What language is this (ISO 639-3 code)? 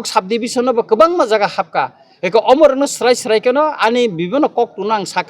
trp